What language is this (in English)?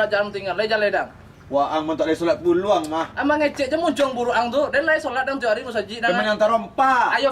Minangkabau